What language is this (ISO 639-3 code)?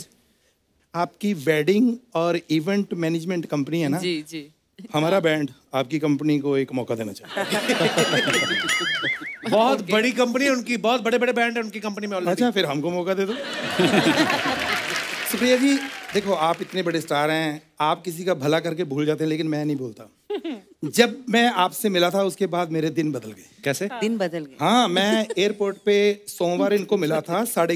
hin